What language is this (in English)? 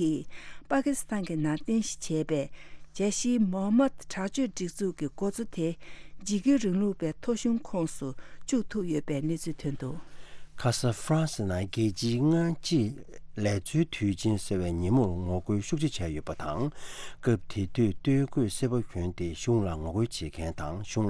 Tibetan